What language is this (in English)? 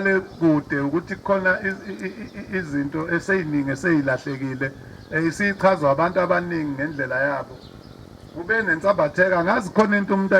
Zulu